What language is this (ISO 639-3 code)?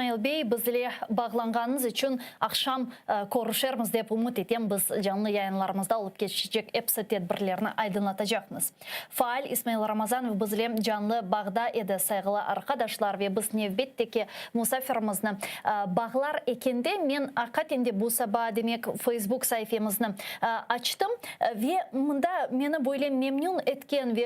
crh